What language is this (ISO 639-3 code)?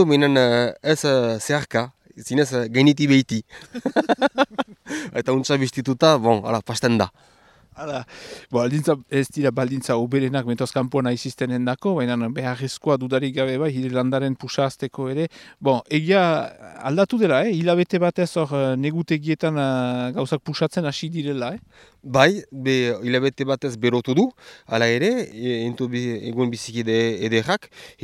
eus